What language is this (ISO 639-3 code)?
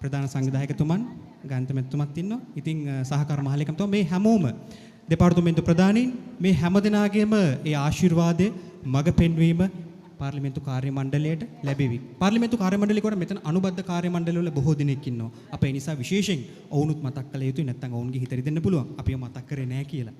sin